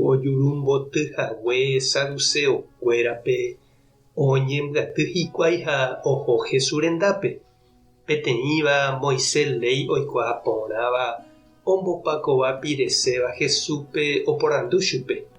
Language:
Guarani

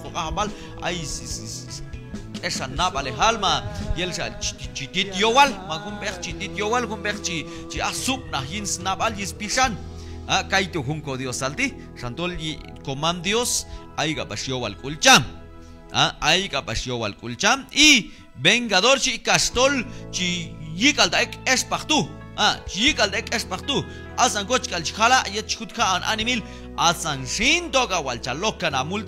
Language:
Q'anjob'al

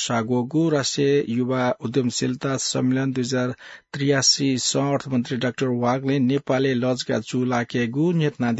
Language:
Newari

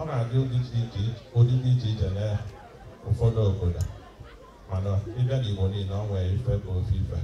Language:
Igbo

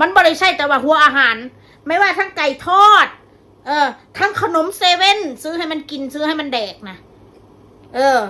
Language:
Northeastern Thai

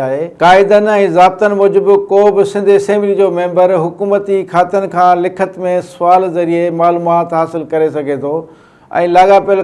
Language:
Sindhi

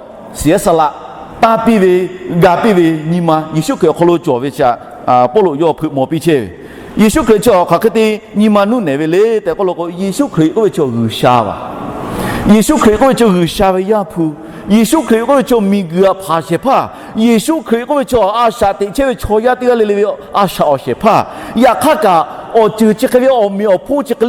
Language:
Lahu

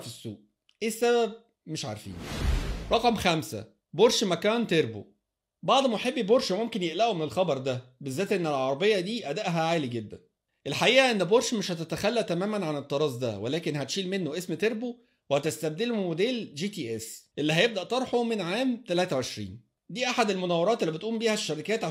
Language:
Egyptian Arabic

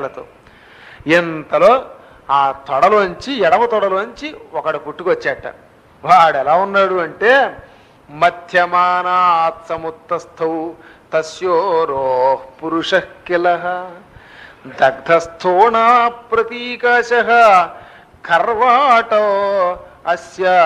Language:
Telugu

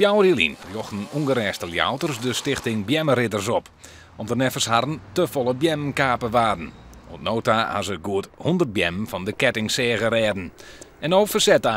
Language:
Western Frisian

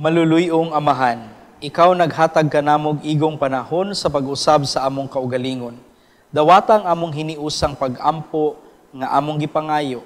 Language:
Cebuano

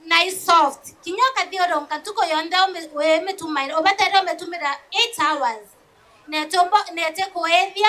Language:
Meru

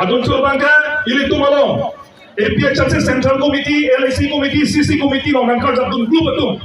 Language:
Karbi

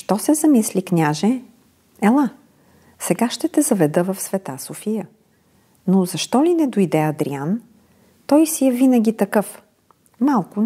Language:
Bulgarian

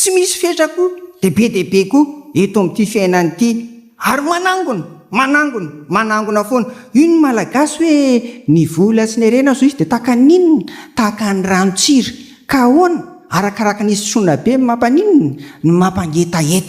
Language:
Malagasy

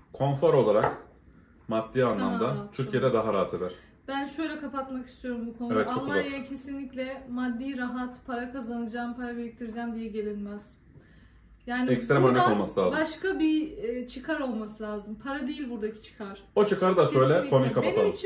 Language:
Turkish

